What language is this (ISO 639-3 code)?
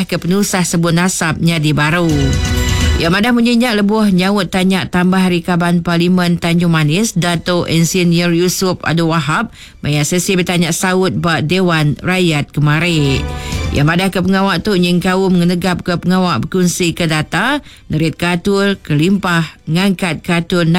iba